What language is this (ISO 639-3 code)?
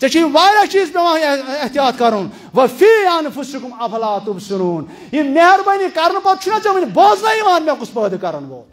kas